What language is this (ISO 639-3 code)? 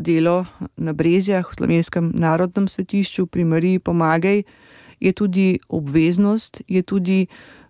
slv